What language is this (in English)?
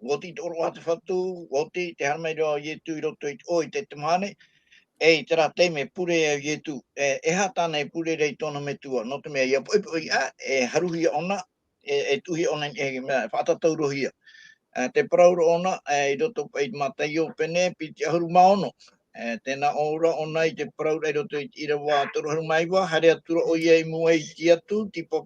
Tahitian